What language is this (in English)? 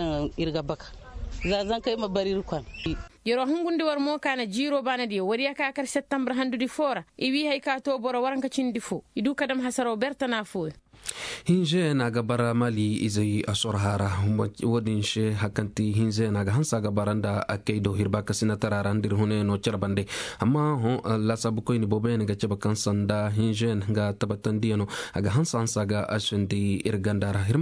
Zarma